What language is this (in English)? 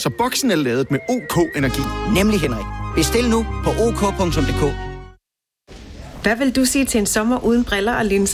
Danish